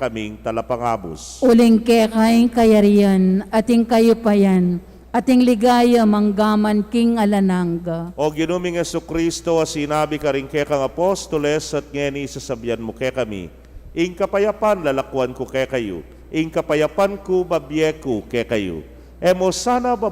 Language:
Pampanga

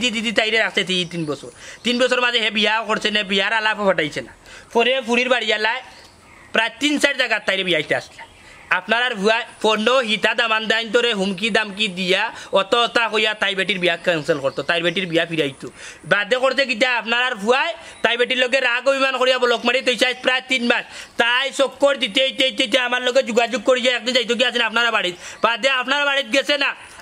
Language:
Sylheti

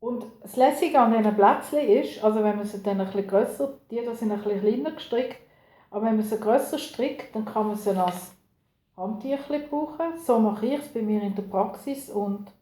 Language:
Swiss German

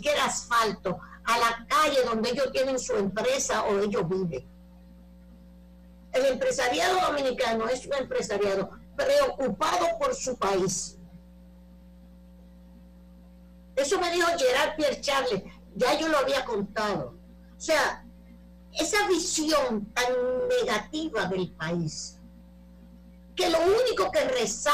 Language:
Spanish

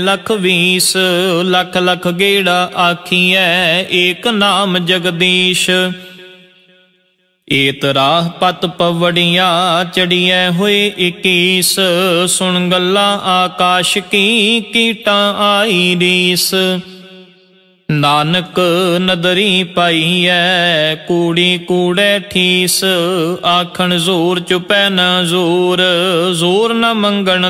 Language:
Punjabi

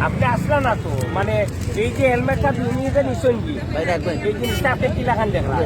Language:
Sylheti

